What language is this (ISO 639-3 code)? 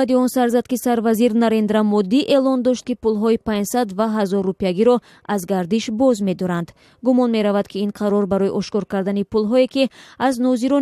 tgk